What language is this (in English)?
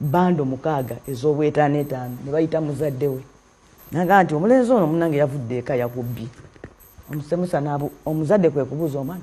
Ganda